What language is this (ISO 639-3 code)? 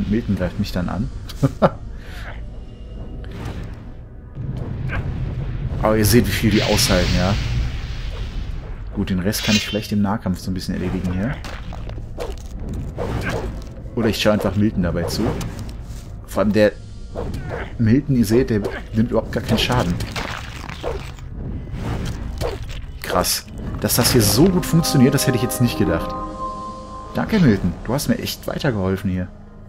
deu